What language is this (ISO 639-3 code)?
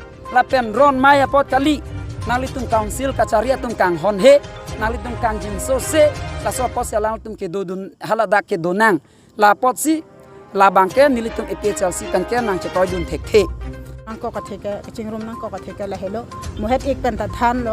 mjw